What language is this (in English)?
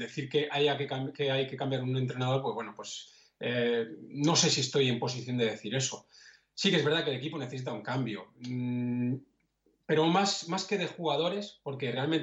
Spanish